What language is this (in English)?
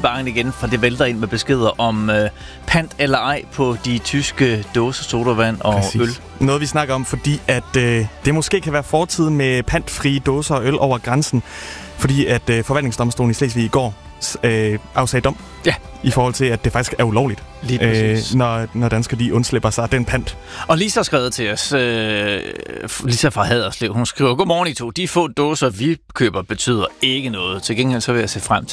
Danish